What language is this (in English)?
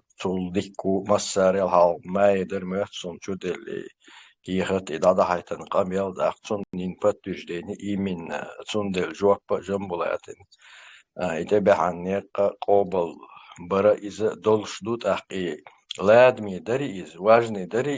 Chechen